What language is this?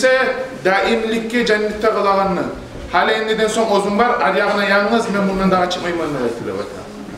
Kumyk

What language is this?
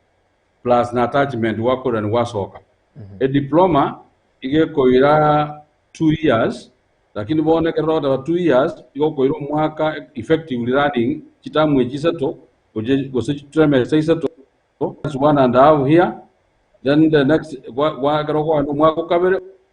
Gusii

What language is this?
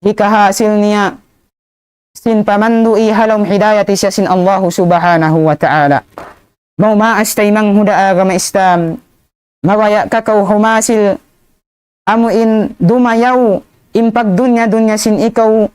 Tausug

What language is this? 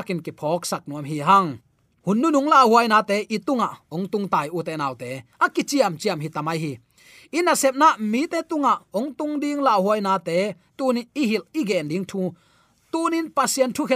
Tedim Chin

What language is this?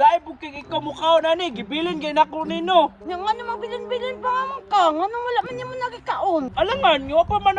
Cebuano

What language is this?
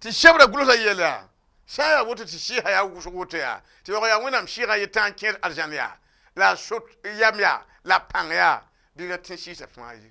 Mossi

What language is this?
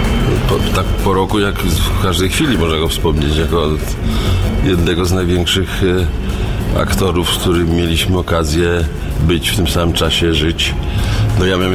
Polish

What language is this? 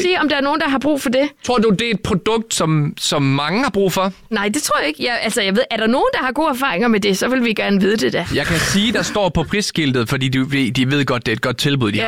Danish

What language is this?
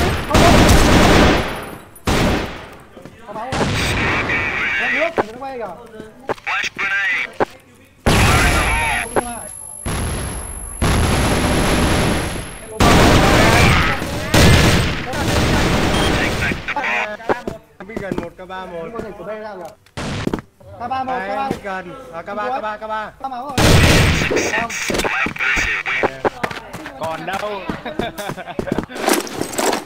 Vietnamese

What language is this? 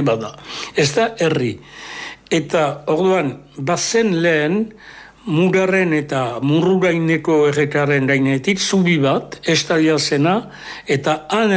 Basque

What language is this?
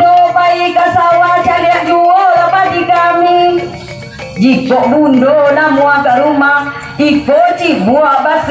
Minangkabau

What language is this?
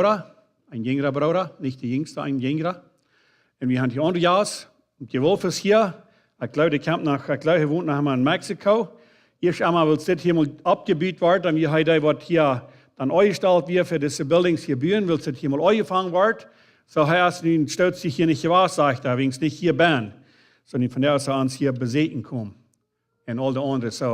Plautdietsch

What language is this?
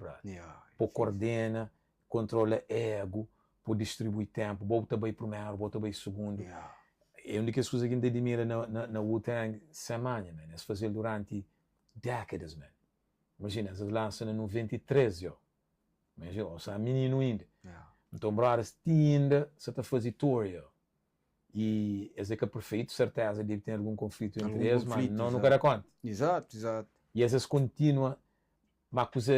Kabuverdianu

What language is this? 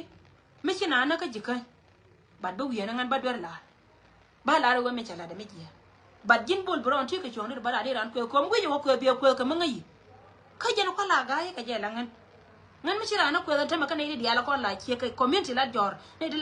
Nuer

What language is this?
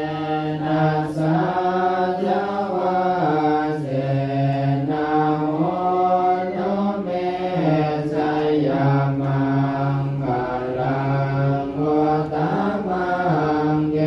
Pali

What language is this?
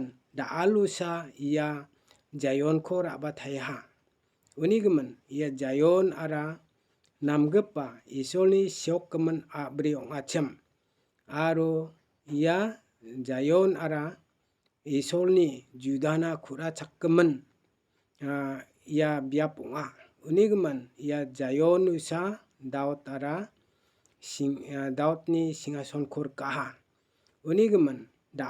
Garo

